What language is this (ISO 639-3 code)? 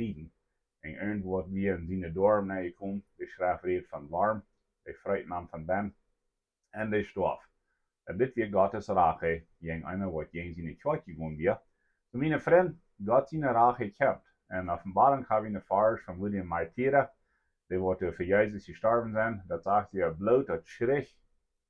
pdt